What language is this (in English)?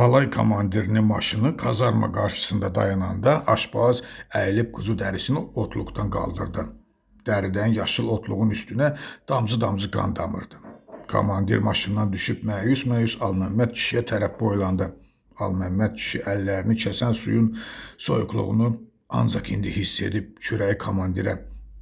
Azerbaijani